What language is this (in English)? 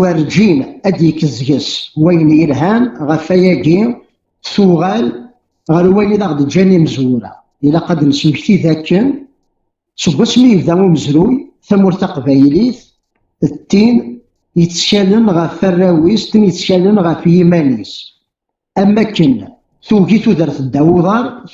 Kabyle